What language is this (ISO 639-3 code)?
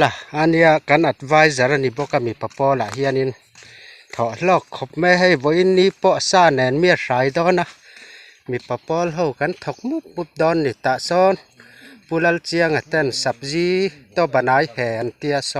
lus